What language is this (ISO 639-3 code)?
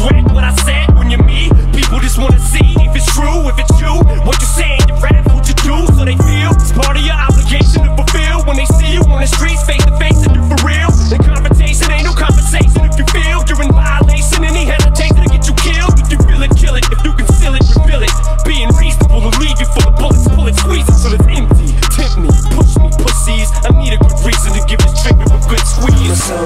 eng